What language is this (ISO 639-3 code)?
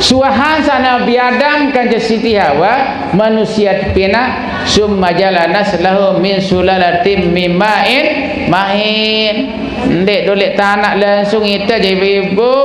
sas